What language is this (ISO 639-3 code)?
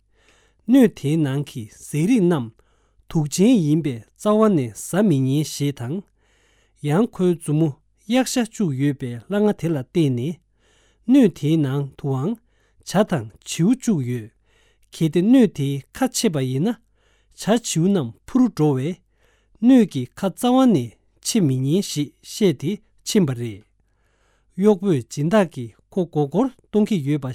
bod